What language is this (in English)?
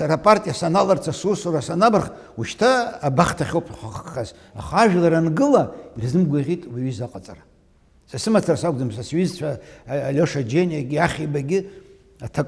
Abkhazian